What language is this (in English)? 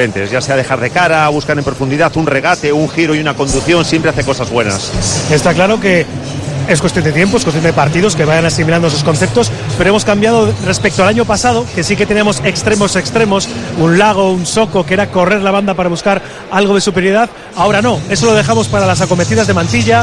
Spanish